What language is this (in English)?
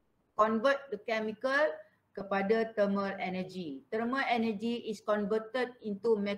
Malay